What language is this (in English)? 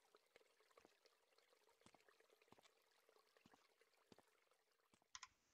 Croatian